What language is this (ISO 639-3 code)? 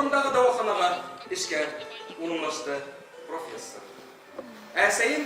bak